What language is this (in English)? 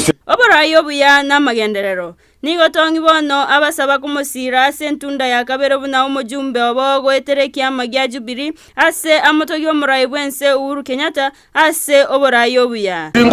Gusii